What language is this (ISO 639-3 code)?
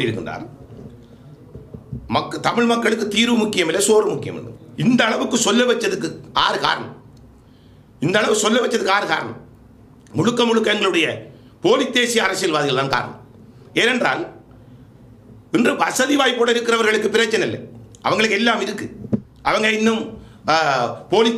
tam